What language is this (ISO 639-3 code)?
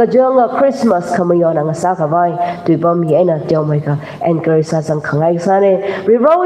nmf